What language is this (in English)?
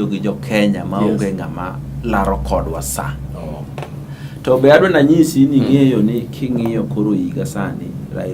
Luo (Kenya and Tanzania)